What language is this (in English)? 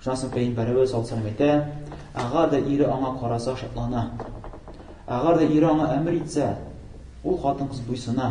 Tatar